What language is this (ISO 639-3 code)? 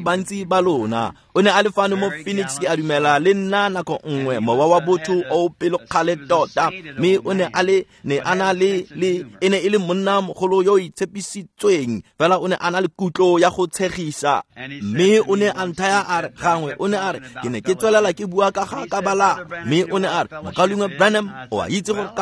tsn